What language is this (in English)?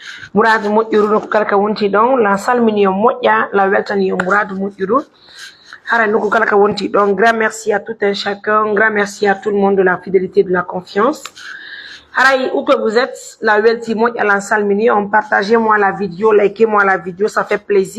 Pular